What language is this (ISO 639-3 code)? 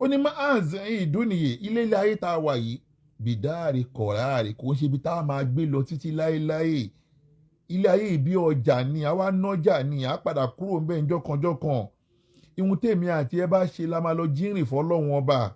yor